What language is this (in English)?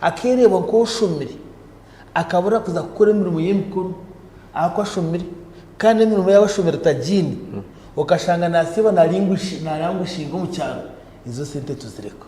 Nyankole